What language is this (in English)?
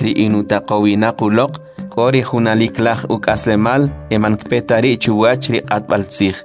Kʼicheʼ